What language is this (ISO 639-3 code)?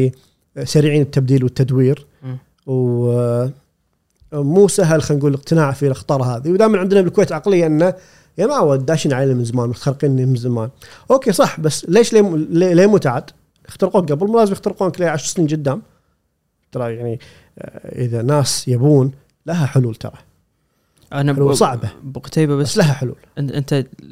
afb